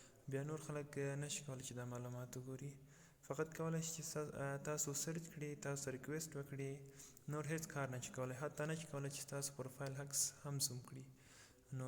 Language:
Pashto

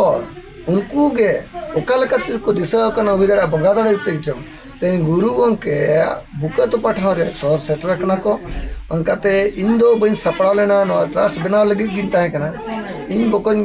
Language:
Santali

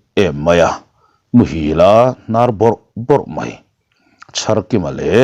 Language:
Mizo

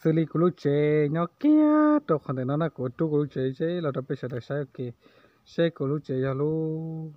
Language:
Hmong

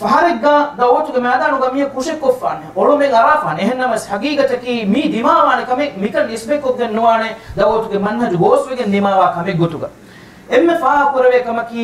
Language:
Divehi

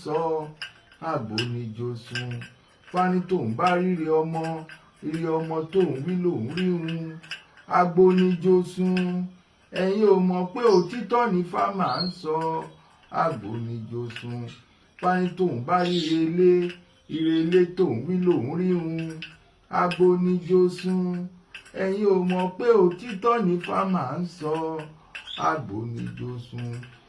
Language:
Yoruba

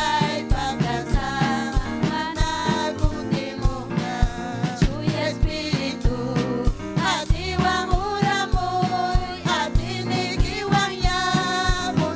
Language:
Ayacucho Quechua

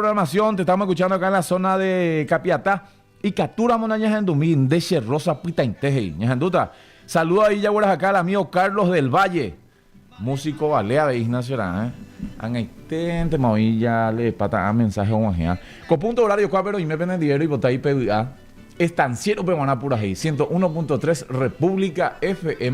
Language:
Guarani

